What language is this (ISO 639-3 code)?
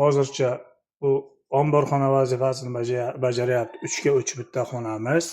uzb